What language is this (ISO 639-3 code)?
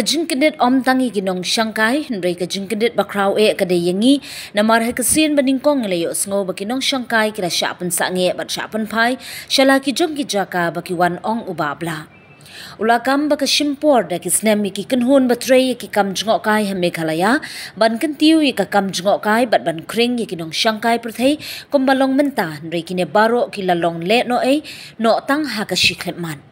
kha